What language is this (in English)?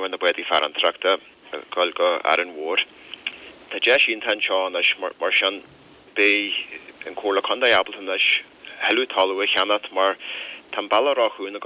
Irish